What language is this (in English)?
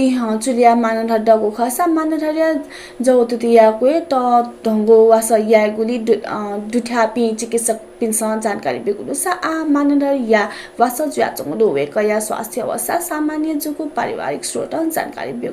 Newari